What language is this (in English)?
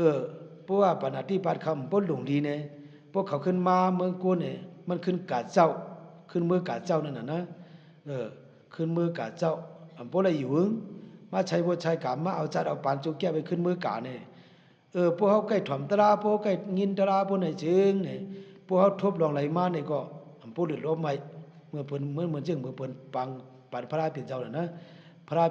Shan